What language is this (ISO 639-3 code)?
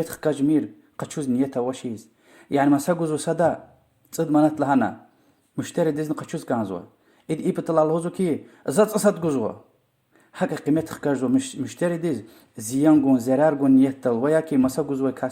lez